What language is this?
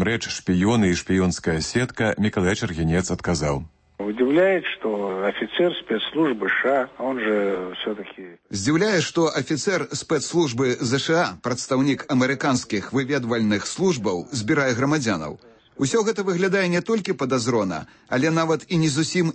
Belarusian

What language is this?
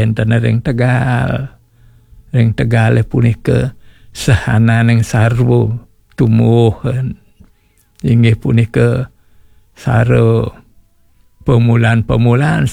Balinese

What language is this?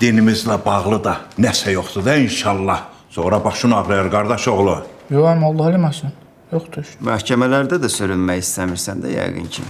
Azerbaijani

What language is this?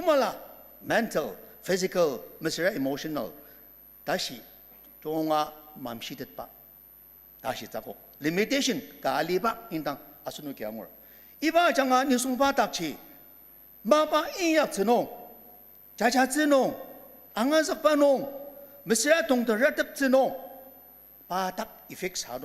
Ao Naga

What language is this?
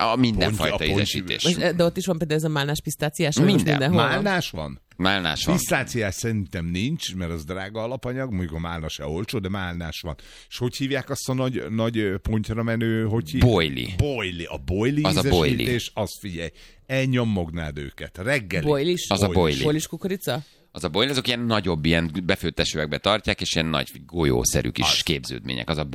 Hungarian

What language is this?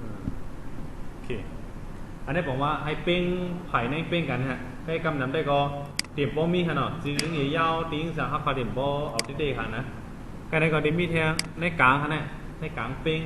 Shan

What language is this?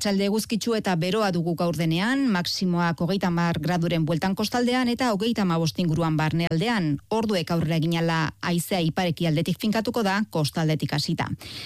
Basque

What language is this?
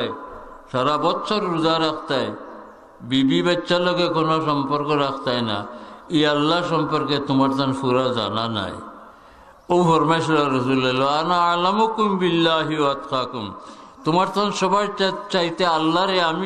Sylheti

